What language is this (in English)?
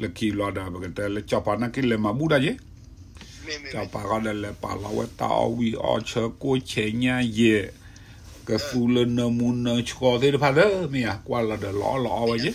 S'gaw Karen